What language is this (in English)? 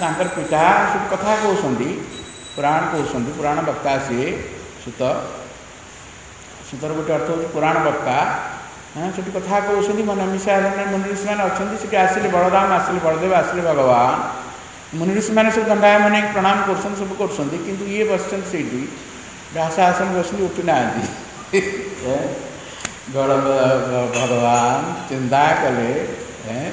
Odia